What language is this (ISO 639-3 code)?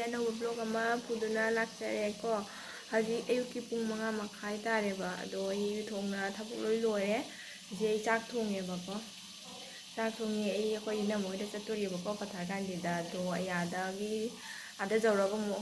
mni